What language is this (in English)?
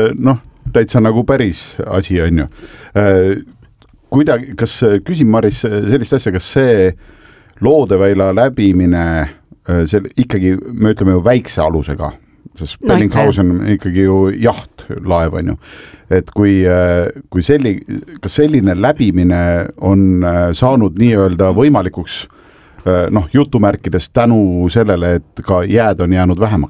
Estonian